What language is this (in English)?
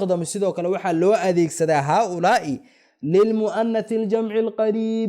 Somali